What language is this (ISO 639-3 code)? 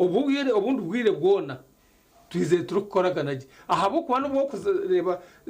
nyn